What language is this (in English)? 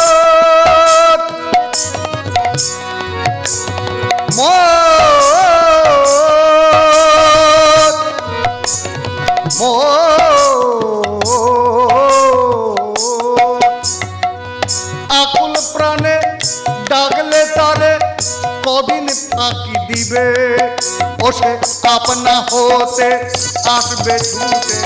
Bangla